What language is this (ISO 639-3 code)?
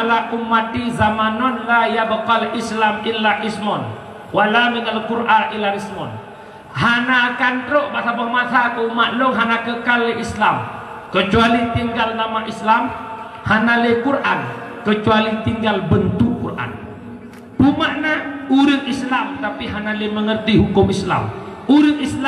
ace